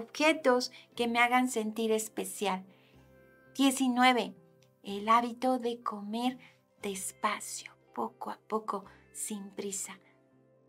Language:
Spanish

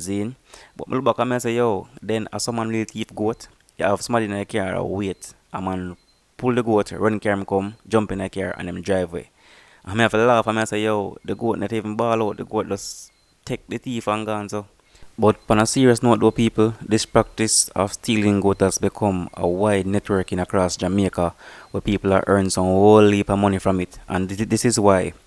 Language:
Jamaican Creole English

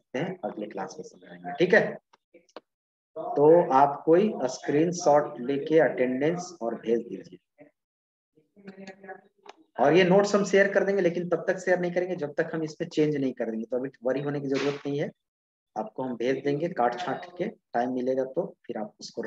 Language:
Hindi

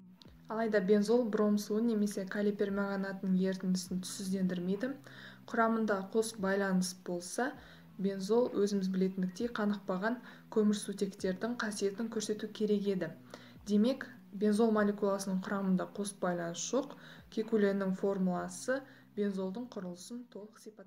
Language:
Kazakh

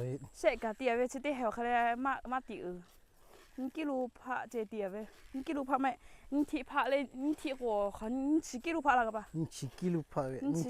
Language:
Lahu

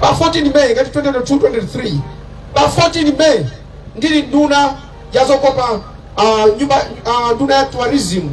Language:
Nyanja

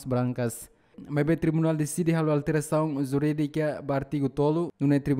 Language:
Tetum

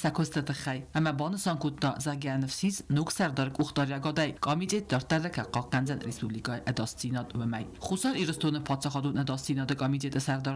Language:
Ossetic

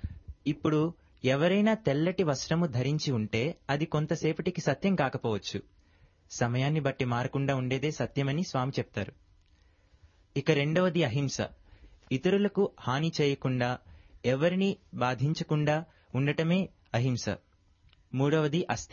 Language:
Telugu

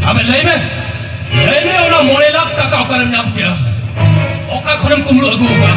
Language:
Santali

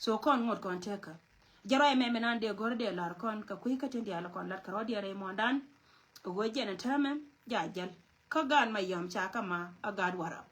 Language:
Nuer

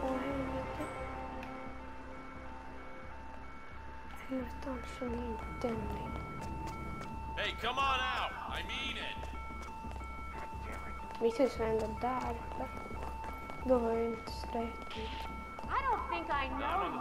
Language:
Swedish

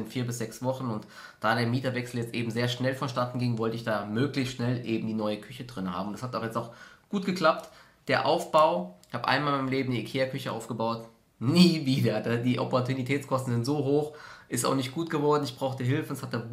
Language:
German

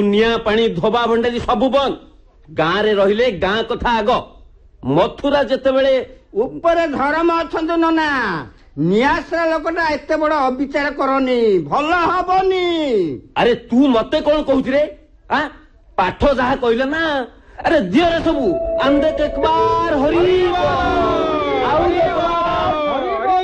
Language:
Odia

